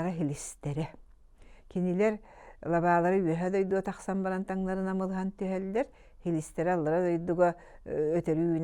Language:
Yakut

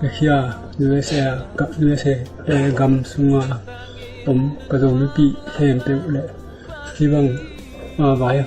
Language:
Tedim Chin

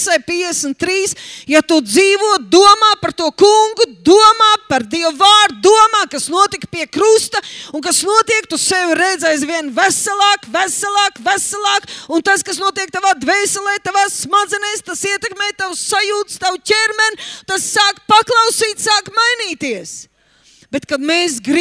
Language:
Latvian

